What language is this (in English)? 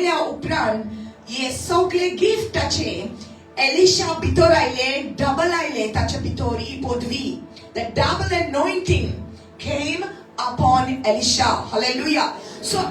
Konkani